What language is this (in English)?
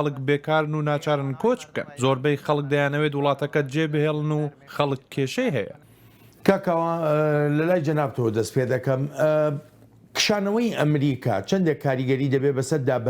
Central Kurdish